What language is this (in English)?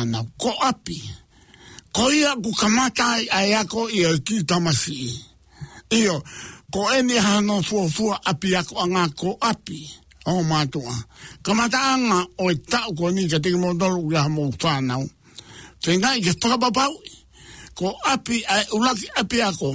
Tongan